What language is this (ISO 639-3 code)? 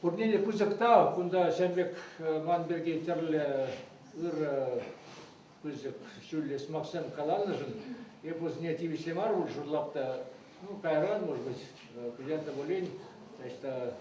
chv